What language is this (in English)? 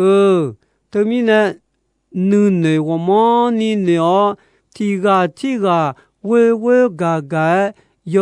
Akha